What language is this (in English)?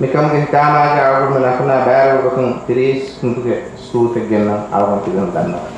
Divehi